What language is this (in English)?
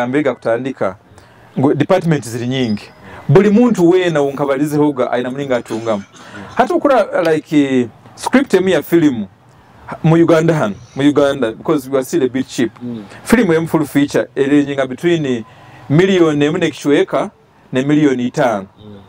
Nyoro